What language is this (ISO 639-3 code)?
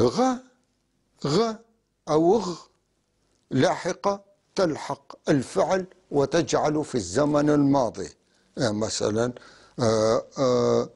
apc